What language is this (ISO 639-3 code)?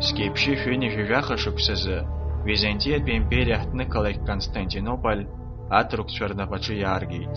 abk